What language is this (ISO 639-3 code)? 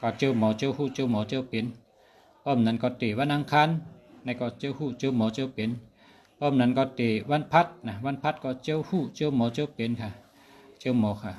shn